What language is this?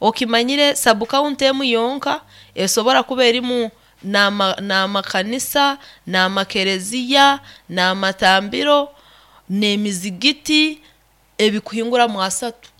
Nyoro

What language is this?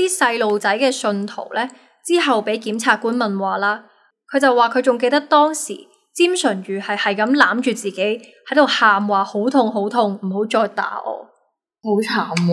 Cantonese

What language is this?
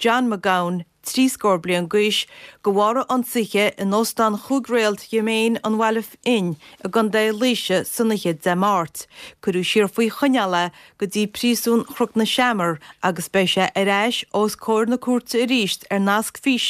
Irish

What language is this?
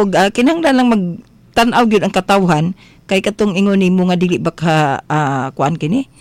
Cebuano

